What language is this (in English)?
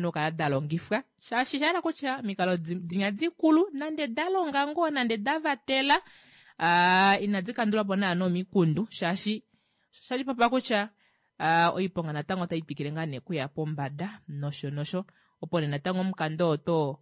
Kuanyama